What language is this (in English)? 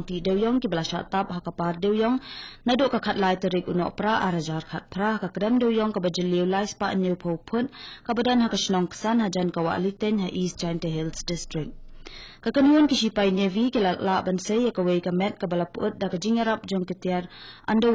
Khasi